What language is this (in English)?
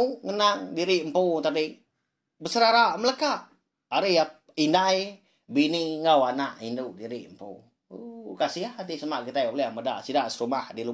Iban